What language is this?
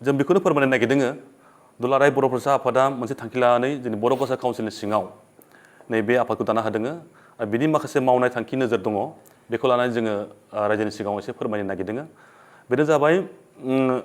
Bodo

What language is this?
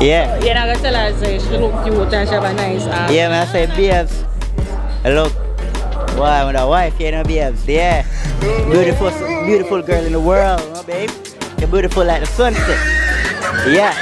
Jamaican Creole English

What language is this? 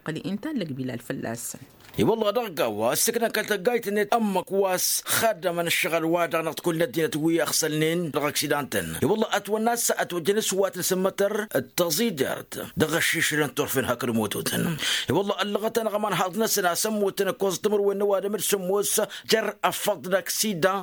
Tamasheq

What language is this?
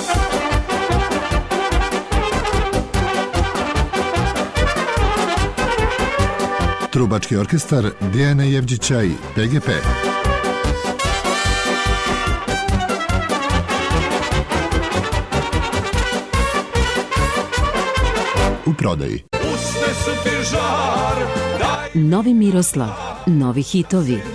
Serbian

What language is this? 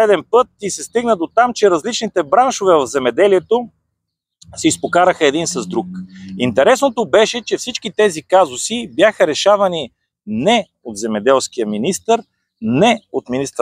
Bulgarian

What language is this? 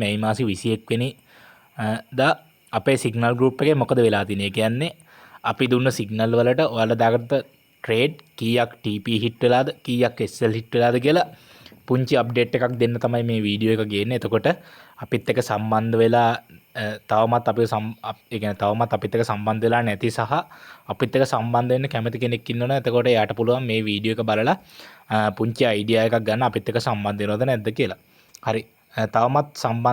Sinhala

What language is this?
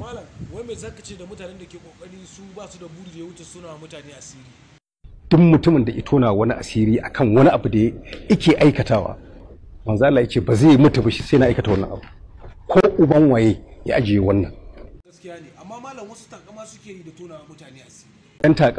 Hausa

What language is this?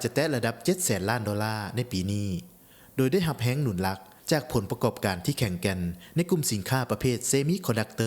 Lao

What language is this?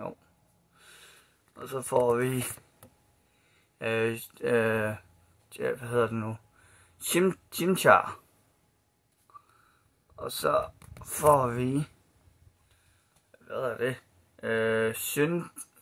Danish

